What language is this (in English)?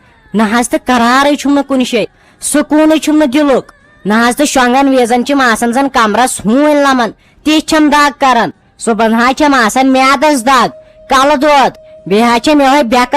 Kashmiri